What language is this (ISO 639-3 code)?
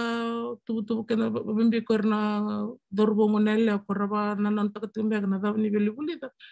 fij